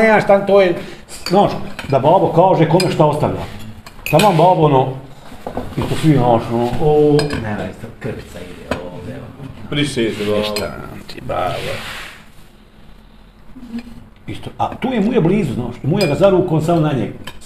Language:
Bosnian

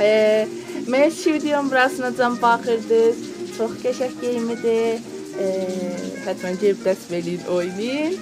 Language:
South Azerbaijani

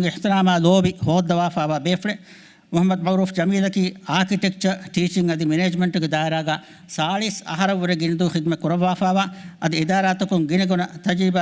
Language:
Divehi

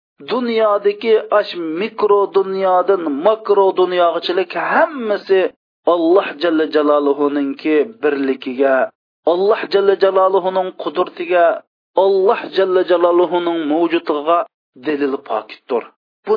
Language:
Uyghur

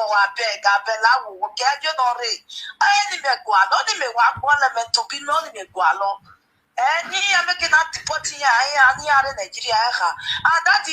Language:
Nigerian Pidgin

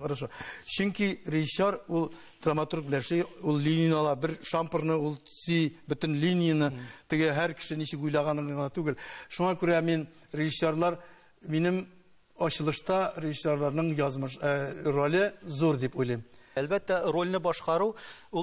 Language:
Tatar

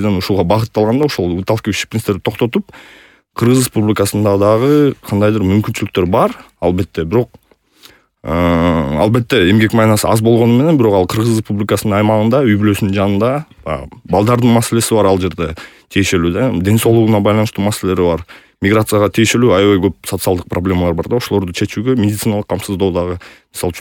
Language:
Kyrgyz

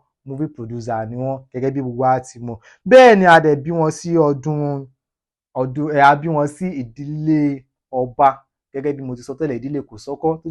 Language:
Yoruba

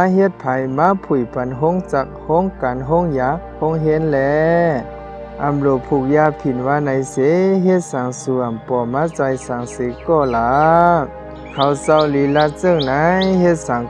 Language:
Shan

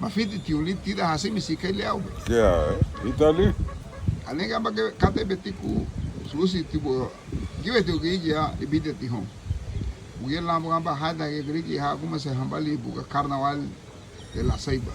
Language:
Garifuna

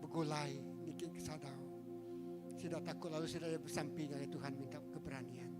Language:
Iban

